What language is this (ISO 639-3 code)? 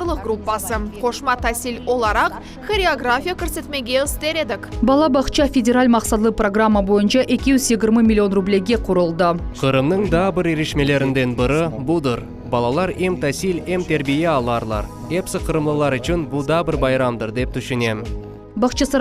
crh